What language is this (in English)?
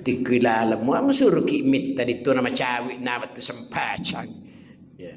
Buginese